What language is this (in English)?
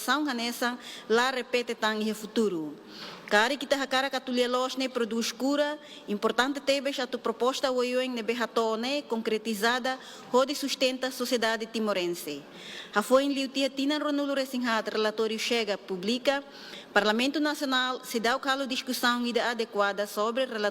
Tetum